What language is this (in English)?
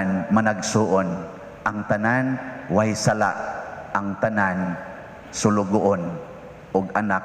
Cebuano